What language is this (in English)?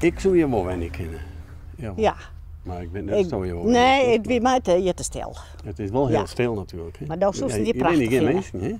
Western Frisian